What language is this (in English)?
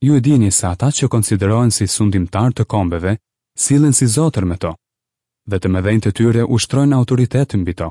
Albanian